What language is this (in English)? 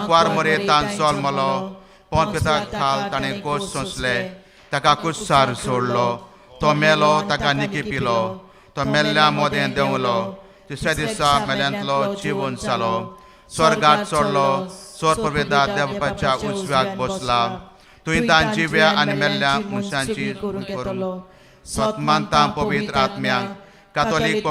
Konkani